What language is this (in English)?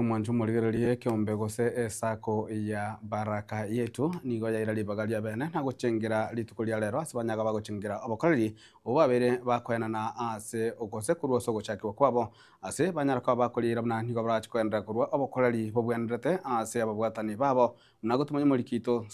Gusii